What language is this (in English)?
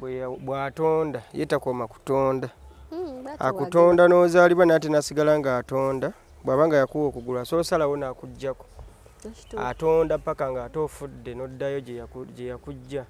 Ganda